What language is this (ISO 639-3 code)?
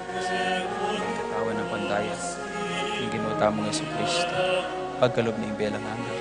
pam